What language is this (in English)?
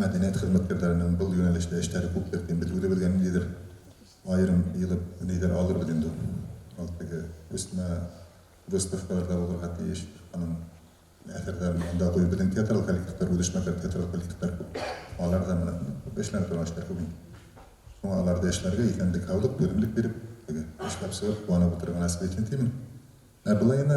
Bashkir